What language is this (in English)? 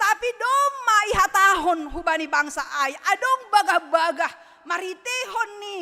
Batak Simalungun